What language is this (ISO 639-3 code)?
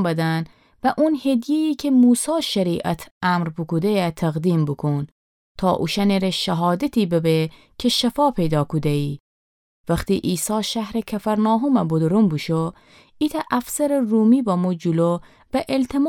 glk